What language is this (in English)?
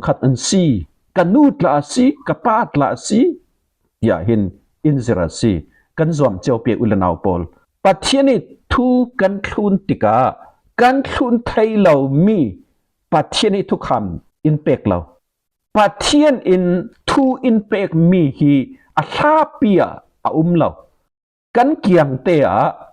Falam Chin